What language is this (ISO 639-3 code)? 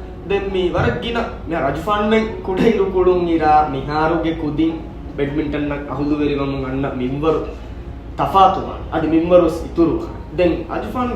div